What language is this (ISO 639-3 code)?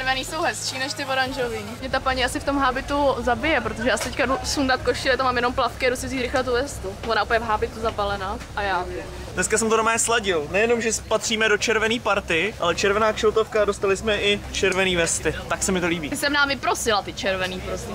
ces